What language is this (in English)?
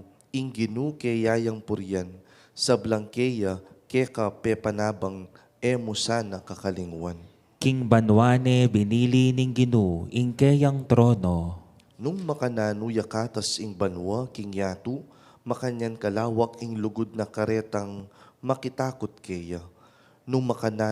Pampanga